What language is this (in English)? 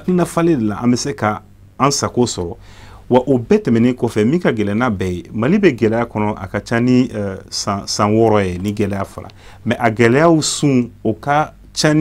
Bambara